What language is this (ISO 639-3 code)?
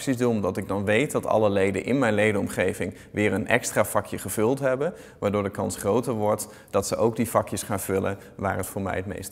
nld